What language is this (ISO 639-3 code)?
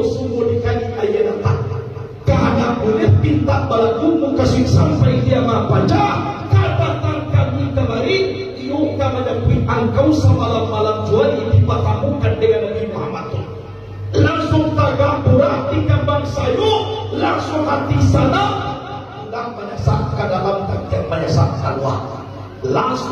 min